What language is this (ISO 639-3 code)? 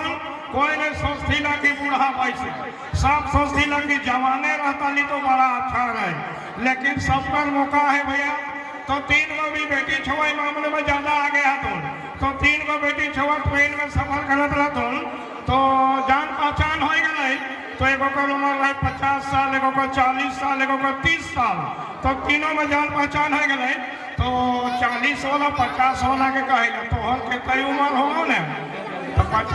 sck